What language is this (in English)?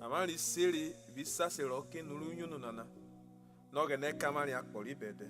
Urhobo